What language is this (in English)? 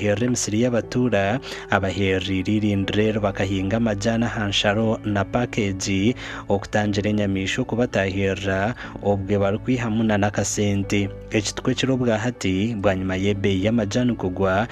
Nyankole